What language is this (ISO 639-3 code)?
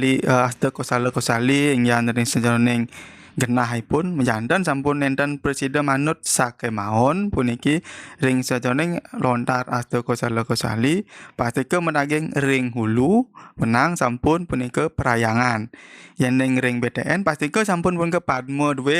ban